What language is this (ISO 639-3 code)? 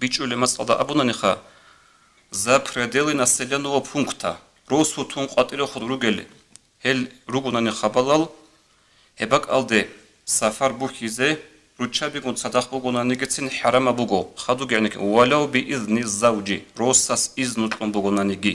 ava